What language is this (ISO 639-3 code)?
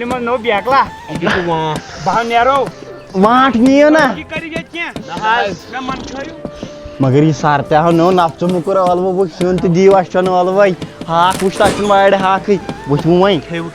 kas